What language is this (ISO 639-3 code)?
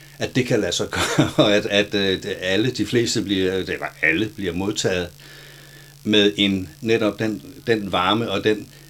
dan